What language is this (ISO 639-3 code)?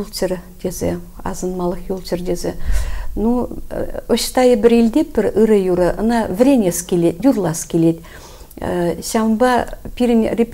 chv